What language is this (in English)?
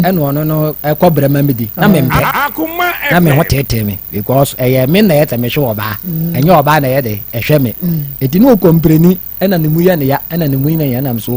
Akan